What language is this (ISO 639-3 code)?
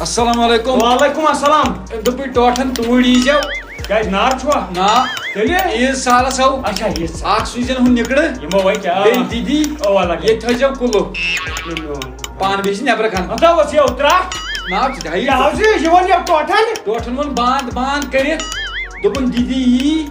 kas